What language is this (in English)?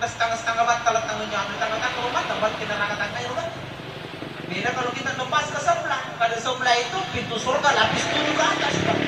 Makasar